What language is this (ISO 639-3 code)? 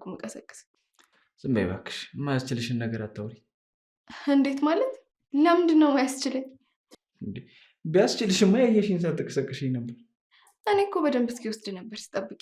amh